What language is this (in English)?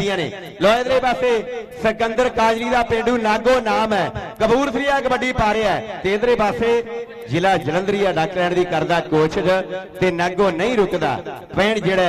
Punjabi